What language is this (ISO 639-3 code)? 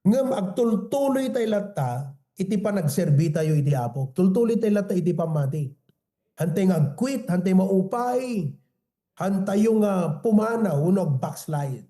ilo